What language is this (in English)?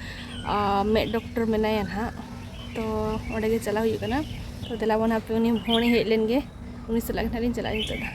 Santali